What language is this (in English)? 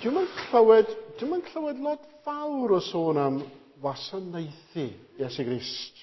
Welsh